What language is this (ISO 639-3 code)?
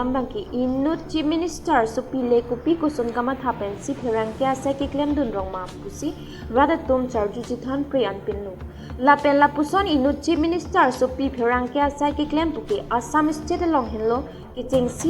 mjw